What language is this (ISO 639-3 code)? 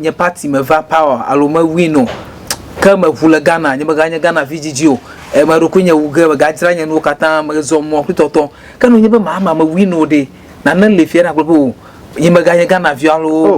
ewe